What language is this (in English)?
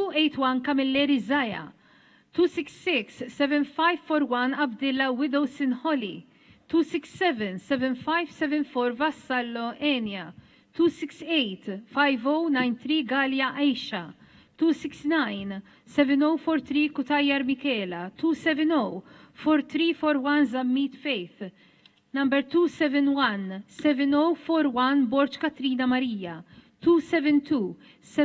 Maltese